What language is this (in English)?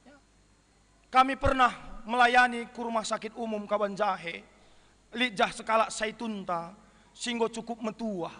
Batak Karo